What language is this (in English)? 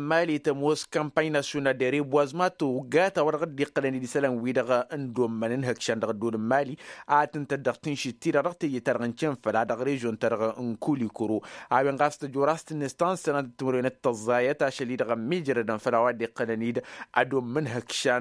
Tamasheq